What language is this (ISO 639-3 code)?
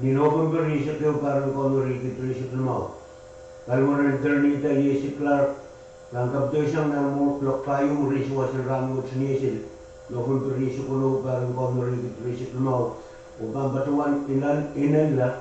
pon